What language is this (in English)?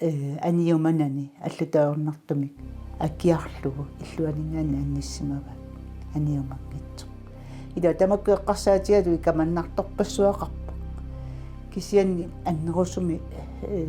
Kalaallisut